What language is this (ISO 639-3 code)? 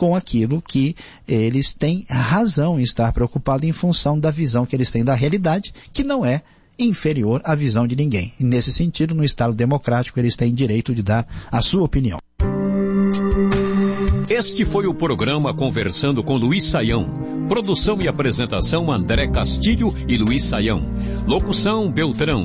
por